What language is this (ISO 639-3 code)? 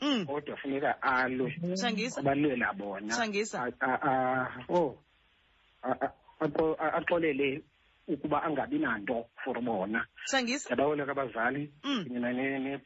xho